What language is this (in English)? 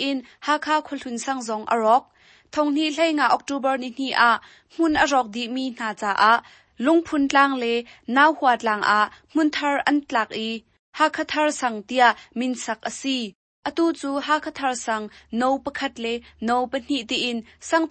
Hakha Chin